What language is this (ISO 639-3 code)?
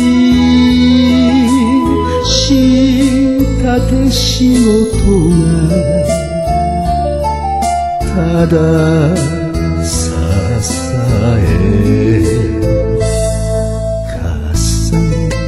jpn